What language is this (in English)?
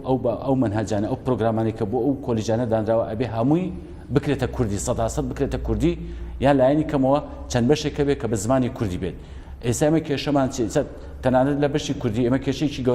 Central Kurdish